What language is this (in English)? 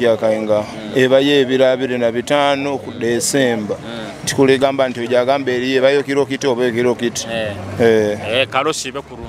Nyoro